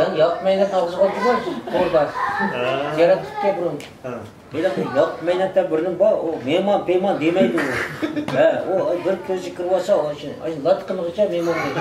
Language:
Uyghur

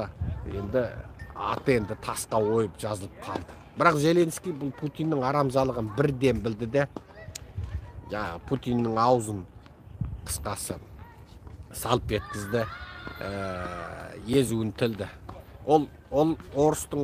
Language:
Kazakh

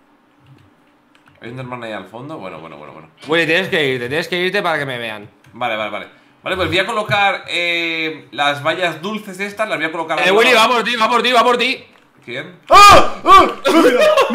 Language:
Spanish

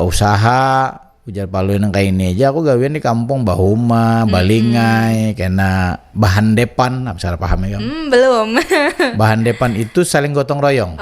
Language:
Banjar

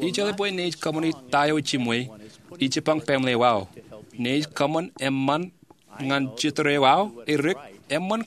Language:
Marshallese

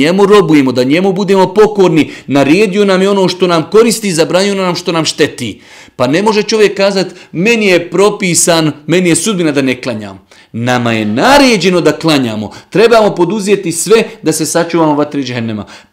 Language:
Bosnian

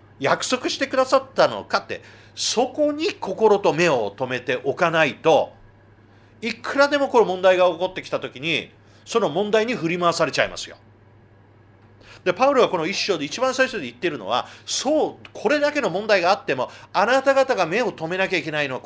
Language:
Japanese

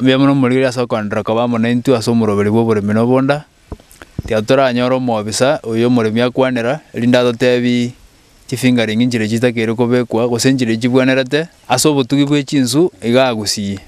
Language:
Gusii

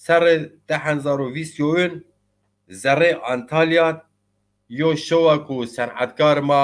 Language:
Zaza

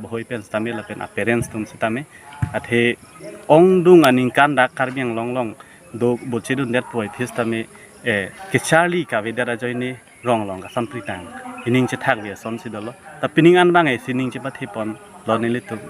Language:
Karbi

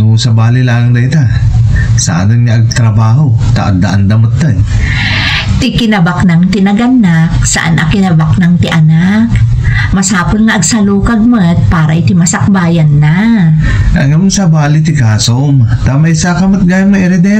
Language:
Iloko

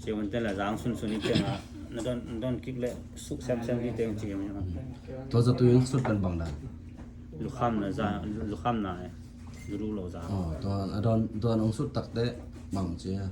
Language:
Tedim Chin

